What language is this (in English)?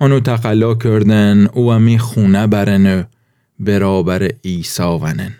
Gilaki